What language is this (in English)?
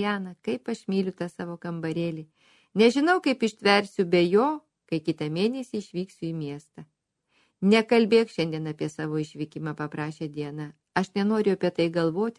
Lithuanian